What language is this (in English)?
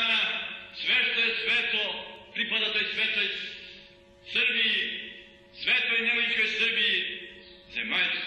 Serbian